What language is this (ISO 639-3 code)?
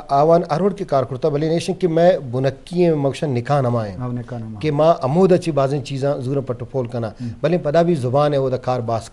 bgp